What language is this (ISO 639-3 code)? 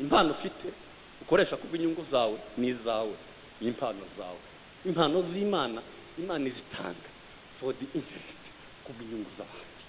kin